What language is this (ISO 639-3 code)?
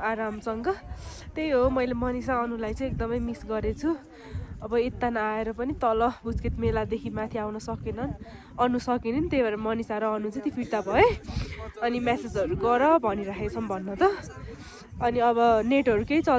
nep